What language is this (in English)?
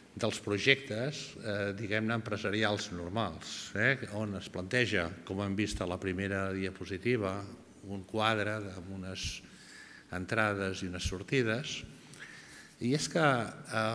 Catalan